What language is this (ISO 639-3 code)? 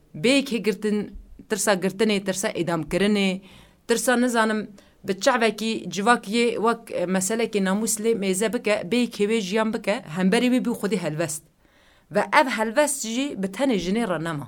kur